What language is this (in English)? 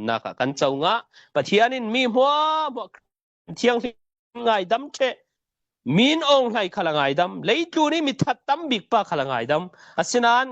Falam Chin